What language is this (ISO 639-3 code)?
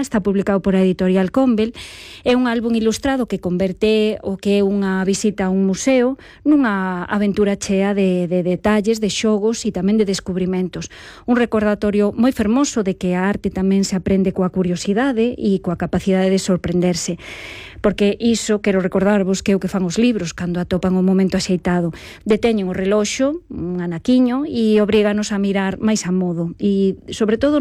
glg